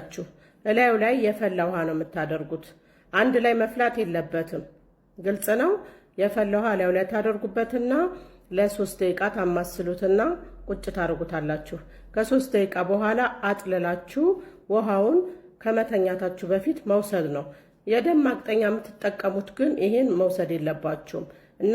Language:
Amharic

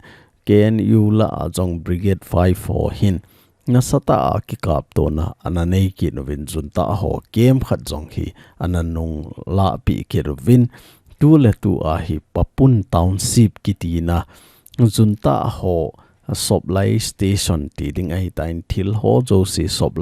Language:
Thado Chin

